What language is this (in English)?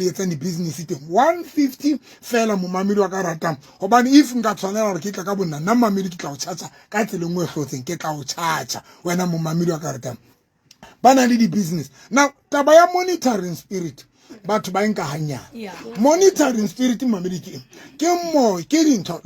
Southern Sotho